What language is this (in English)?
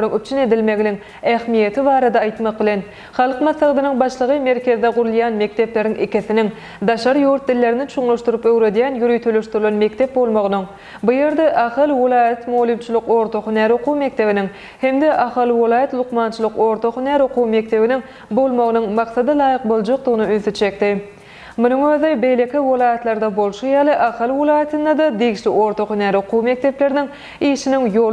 Turkmen